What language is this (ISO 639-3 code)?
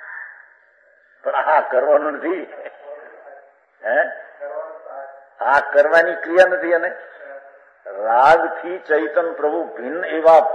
guj